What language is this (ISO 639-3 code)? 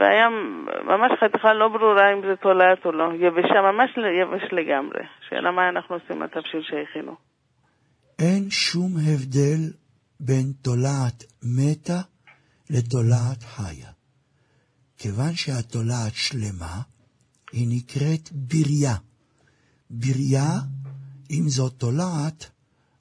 heb